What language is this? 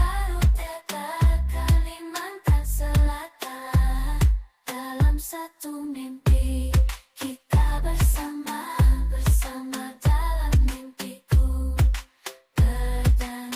Banjar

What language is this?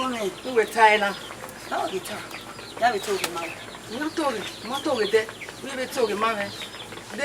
Bini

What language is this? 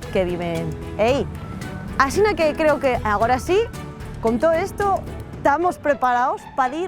Asturian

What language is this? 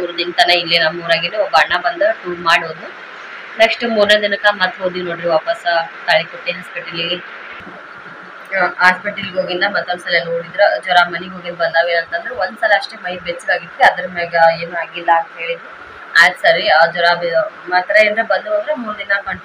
Kannada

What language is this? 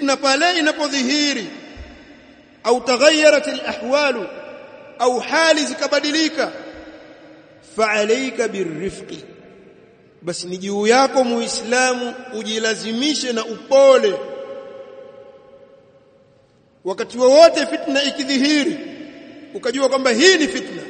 Swahili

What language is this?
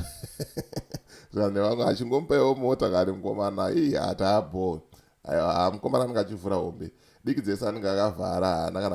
Shona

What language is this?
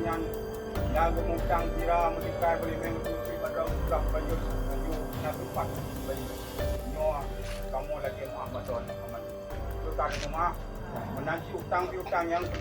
Achinese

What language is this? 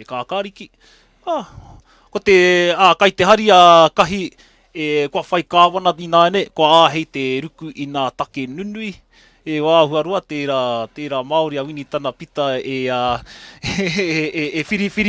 Māori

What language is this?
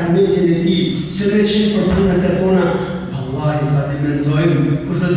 Albanian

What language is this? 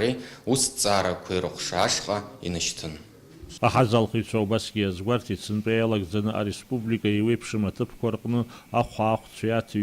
Abkhazian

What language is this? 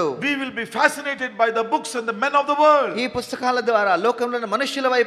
Telugu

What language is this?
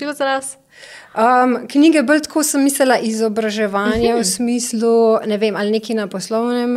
Slovenian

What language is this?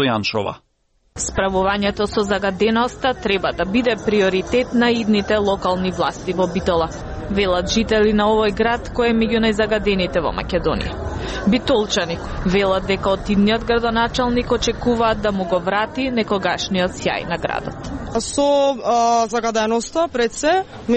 Macedonian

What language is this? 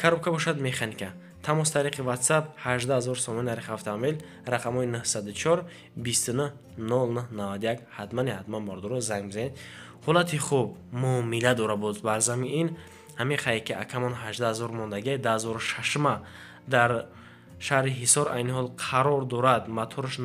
Tajik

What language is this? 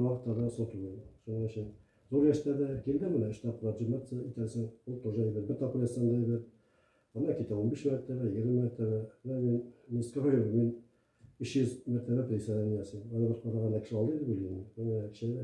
Tatar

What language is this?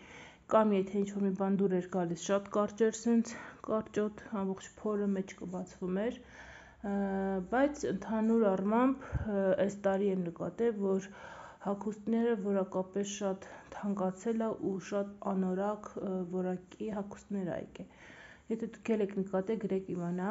Armenian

